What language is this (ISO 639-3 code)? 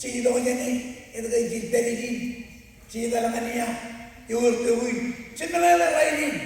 mah